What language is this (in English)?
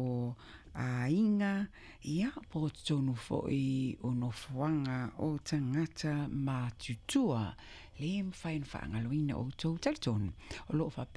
Samoan